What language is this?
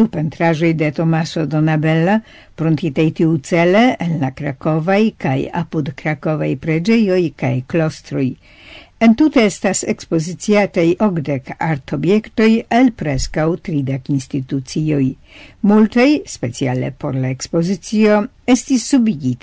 Esperanto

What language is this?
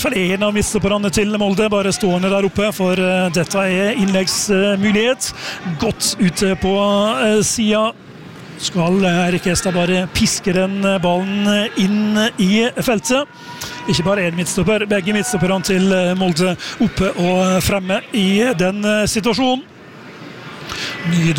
Norwegian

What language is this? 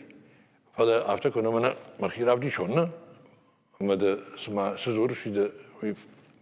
Ossetic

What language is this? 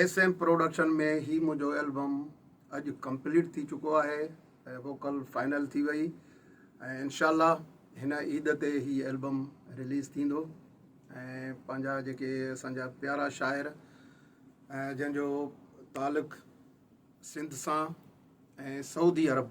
Sindhi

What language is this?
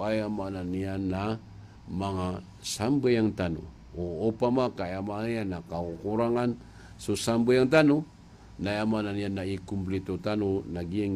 Maranao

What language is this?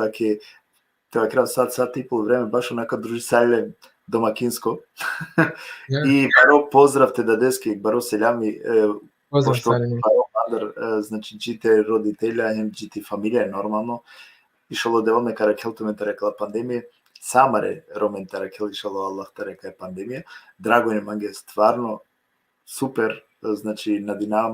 Balkan Romani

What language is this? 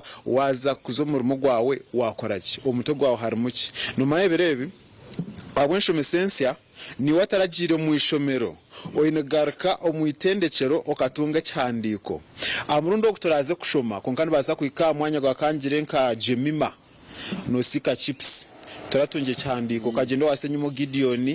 Nyankole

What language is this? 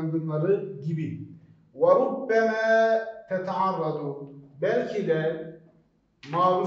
Turkish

